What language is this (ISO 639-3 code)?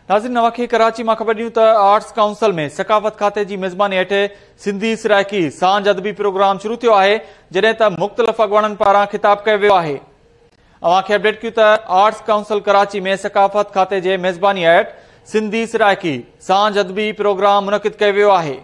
snd